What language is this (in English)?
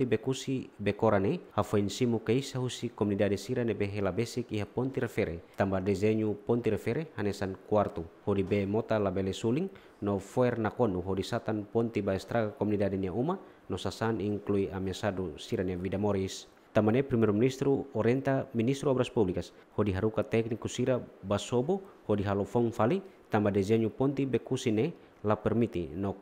Tetum